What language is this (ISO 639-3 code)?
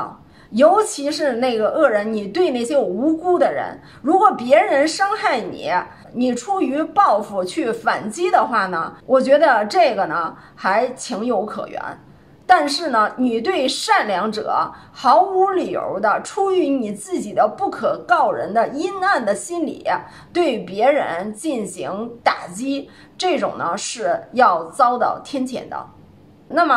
zho